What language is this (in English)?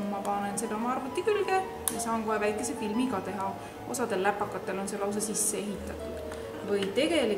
Estonian